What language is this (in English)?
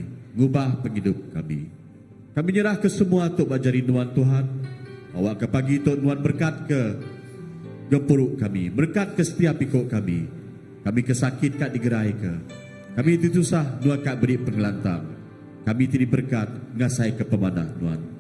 Iban